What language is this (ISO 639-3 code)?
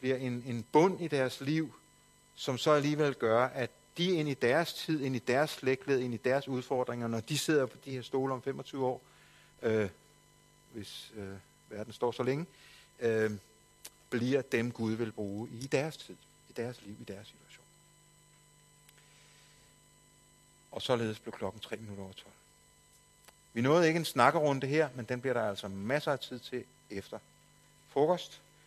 dan